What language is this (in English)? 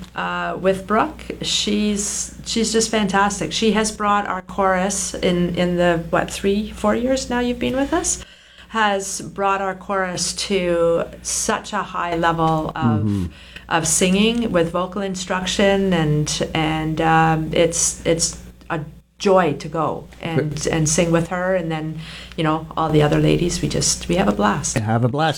English